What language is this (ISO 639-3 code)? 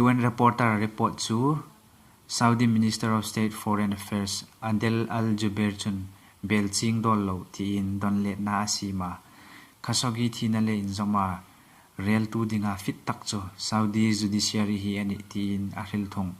hmr